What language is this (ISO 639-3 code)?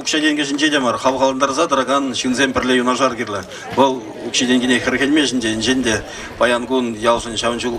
chv